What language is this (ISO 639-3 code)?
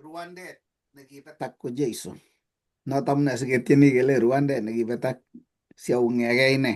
kln